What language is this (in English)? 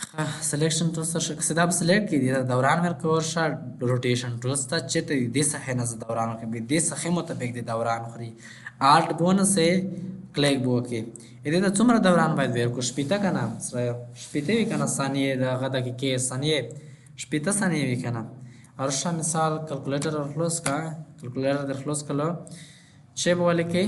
Pashto